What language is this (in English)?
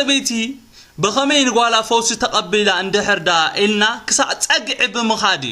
Tigrinya